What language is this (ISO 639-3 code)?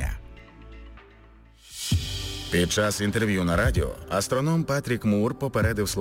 ukr